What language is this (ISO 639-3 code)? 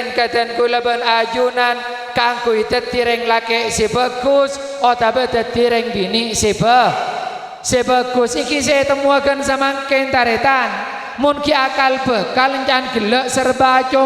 mad